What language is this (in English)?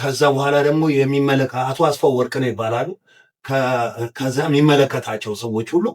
Amharic